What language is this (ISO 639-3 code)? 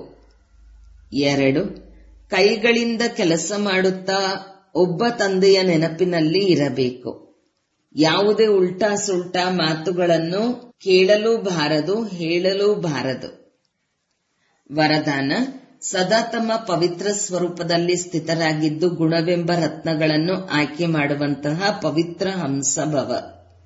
kan